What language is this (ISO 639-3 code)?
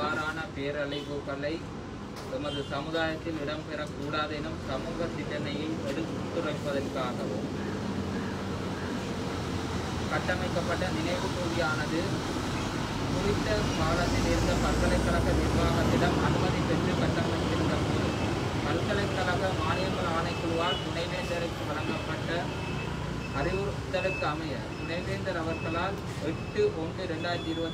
tam